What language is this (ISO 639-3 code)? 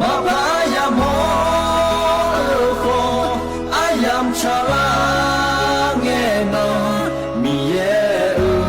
ahk